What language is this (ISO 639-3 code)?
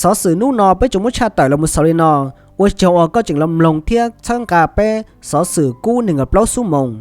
hmn